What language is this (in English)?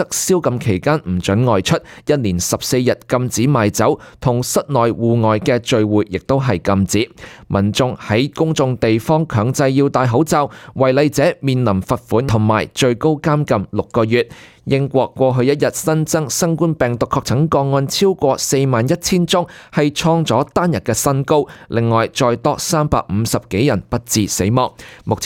Cantonese